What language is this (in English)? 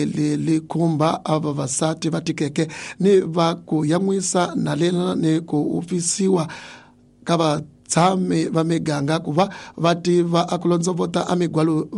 Tsonga